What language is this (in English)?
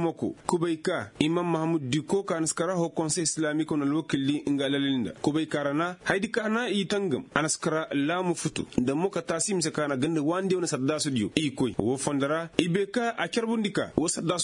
Koyraboro Senni